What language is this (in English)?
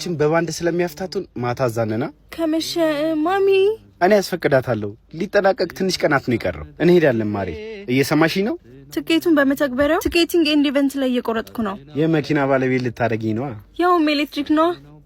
Amharic